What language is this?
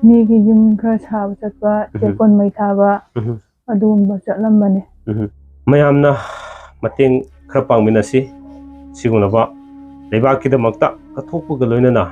Manipuri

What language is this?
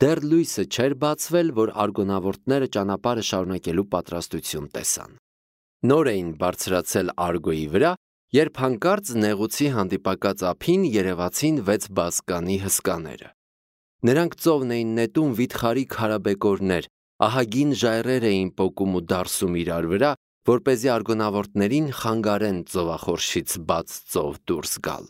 Armenian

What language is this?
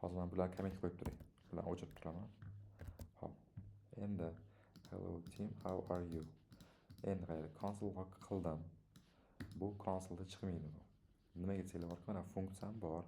Uzbek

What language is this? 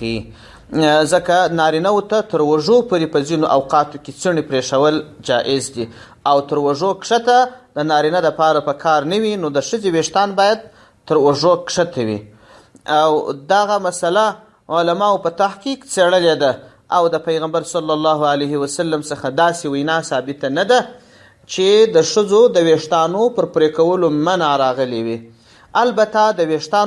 Pashto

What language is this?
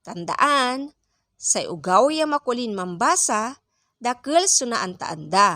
Pangasinan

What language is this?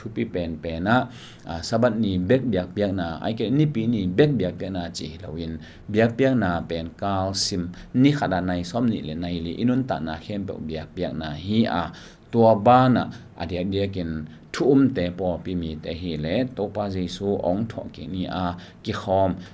Tedim Chin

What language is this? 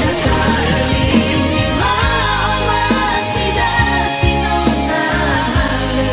Nias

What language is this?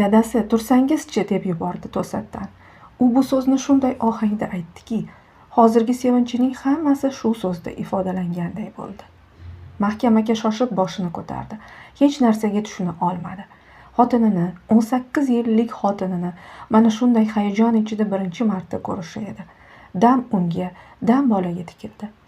Uzbek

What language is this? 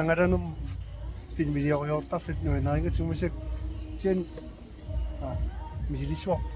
Kalaallisut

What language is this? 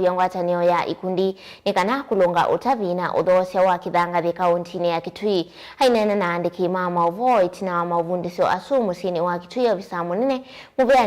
Kamba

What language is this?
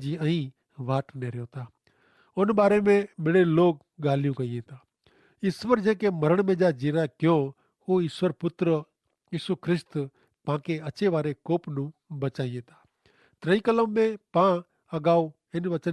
Kachhi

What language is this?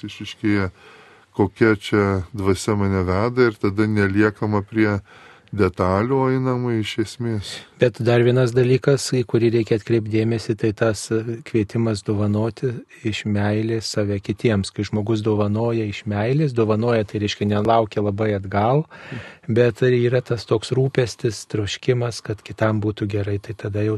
Lithuanian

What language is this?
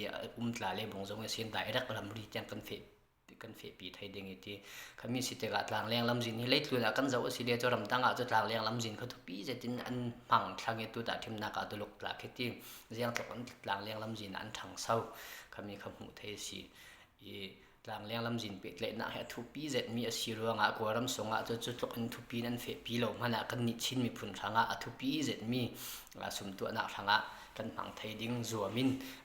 Falam Chin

